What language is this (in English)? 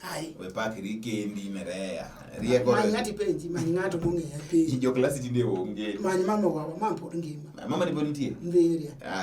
Luo (Kenya and Tanzania)